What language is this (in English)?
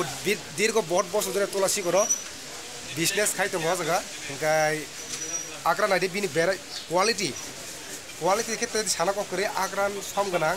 Kok Borok